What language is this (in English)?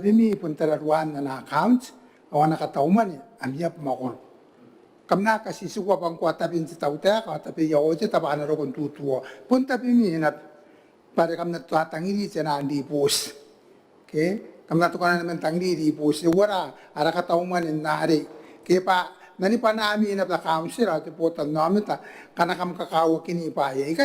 Gilbertese